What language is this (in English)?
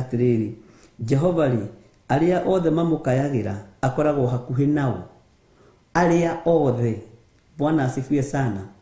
Kikuyu